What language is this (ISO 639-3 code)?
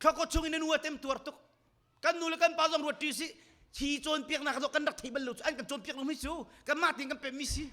cnh